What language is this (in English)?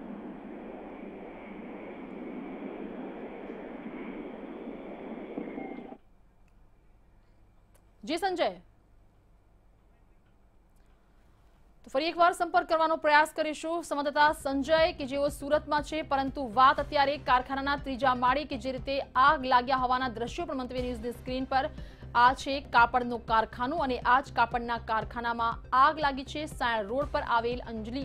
Gujarati